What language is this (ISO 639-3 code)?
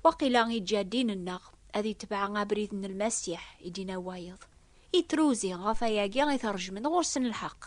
kab